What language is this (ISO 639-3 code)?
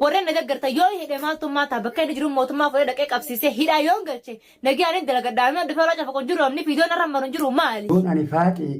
orm